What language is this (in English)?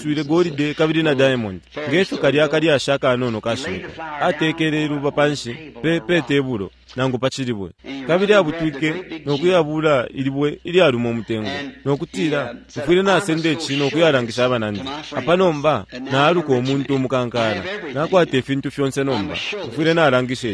Bemba